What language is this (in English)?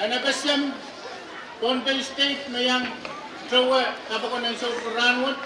Pohnpeian